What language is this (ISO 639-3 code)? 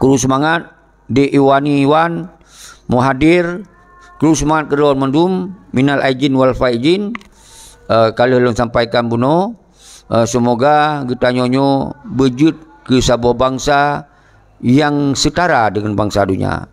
ace